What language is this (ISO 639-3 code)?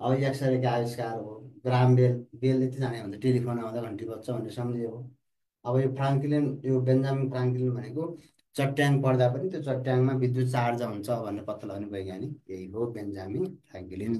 nep